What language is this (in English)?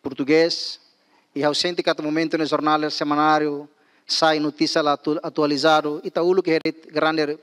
Tetum